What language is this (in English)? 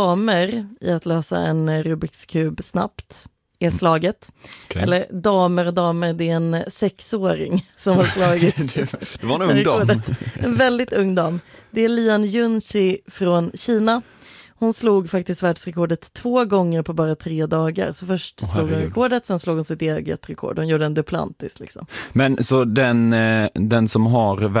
Swedish